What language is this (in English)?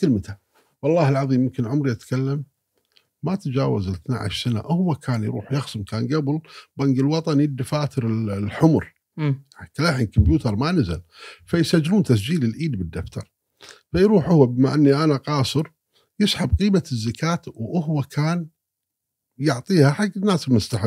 Gulf Arabic